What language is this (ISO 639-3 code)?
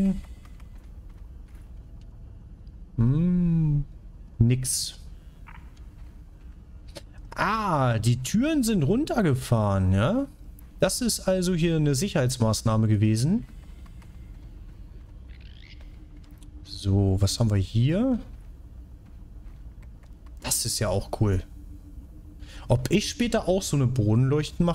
deu